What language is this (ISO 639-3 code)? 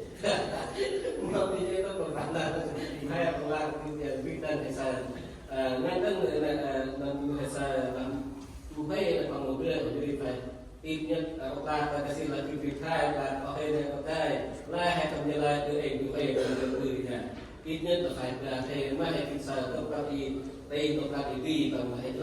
cmo